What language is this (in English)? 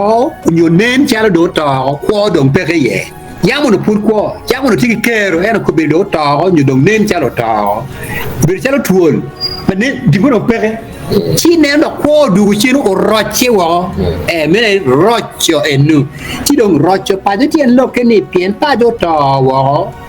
Acoli